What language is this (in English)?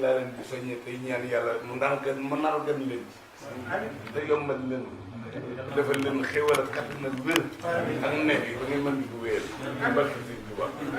Wolof